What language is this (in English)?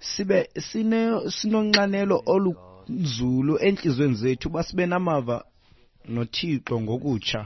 Xhosa